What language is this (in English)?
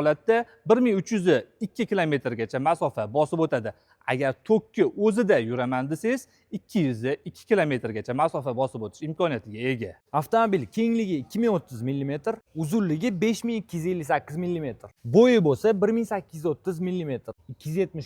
Uzbek